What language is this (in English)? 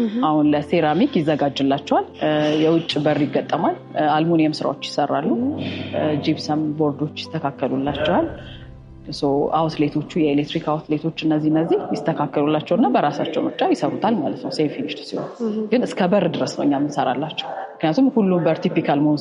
Amharic